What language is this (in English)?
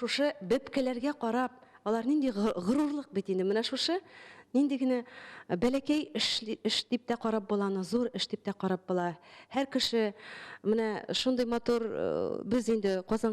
Tatar